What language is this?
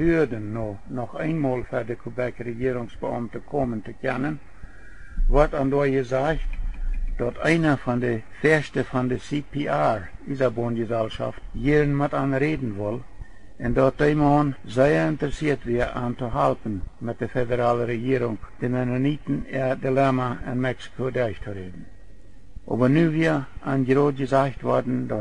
Plautdietsch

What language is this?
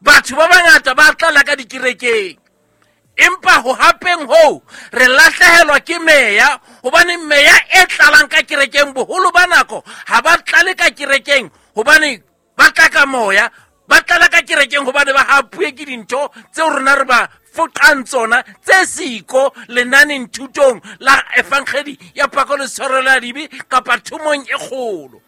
Southern Sotho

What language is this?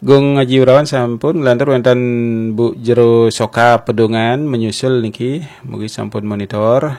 Balinese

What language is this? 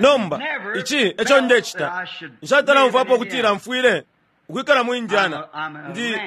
Bemba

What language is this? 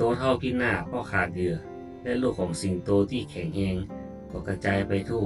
Northern Thai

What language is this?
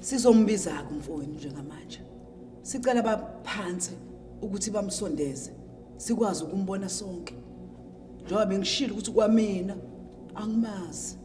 Zulu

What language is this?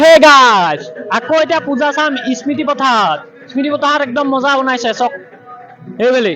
Assamese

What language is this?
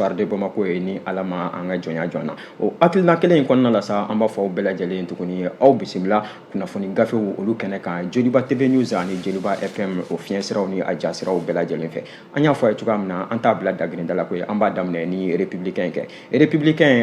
Bambara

